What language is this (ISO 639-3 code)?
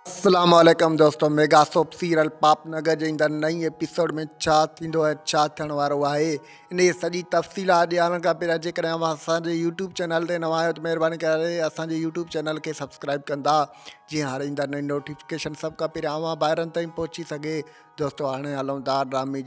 snd